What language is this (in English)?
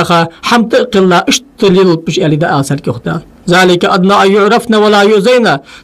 Ingush